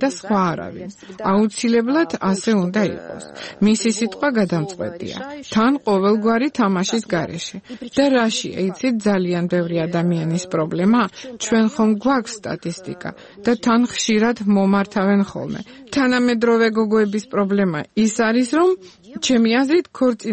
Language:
Georgian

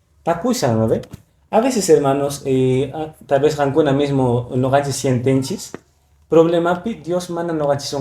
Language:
Quechua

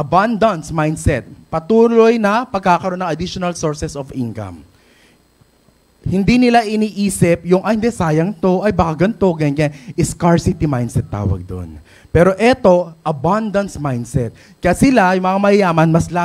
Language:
Filipino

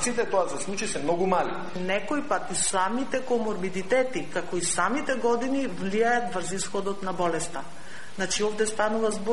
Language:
Macedonian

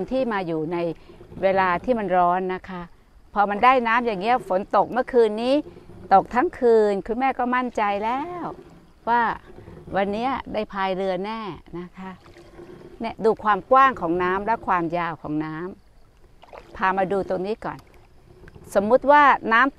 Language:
Thai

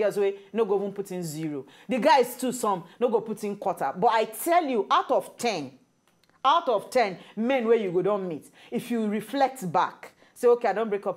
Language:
Nigerian Pidgin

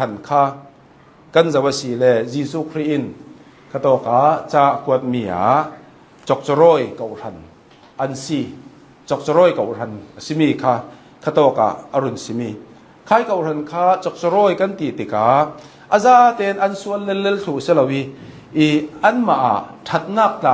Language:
Hakha Chin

